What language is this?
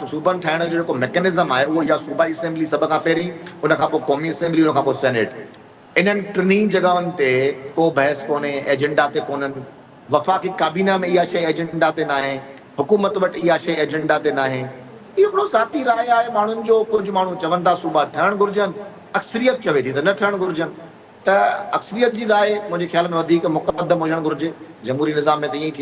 Sindhi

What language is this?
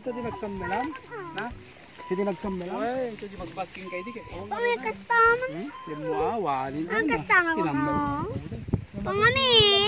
Iloko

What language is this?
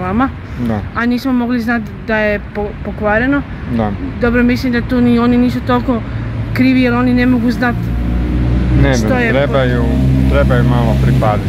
Croatian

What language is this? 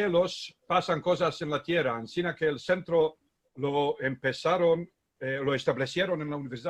Ladino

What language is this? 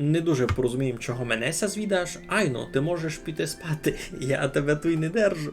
Rusyn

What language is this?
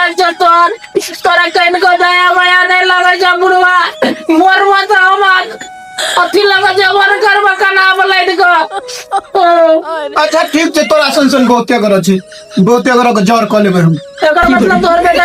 Maithili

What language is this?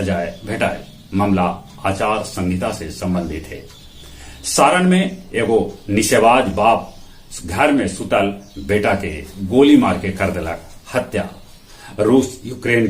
Magahi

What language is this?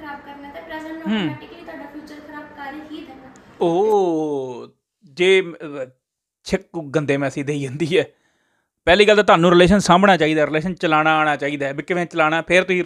Punjabi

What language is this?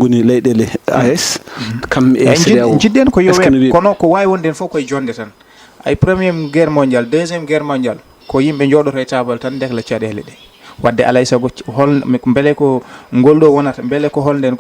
Fula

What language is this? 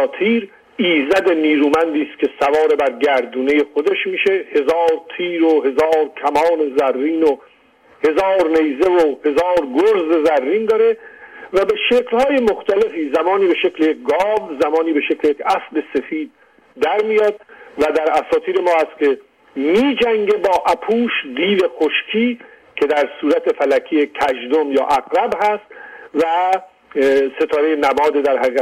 Persian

